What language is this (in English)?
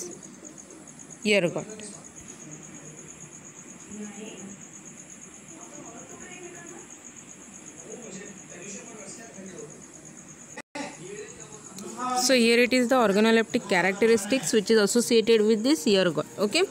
Marathi